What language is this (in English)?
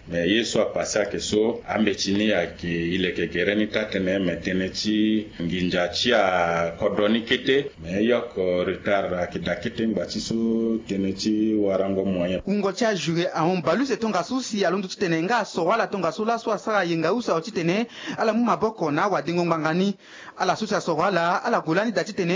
Sango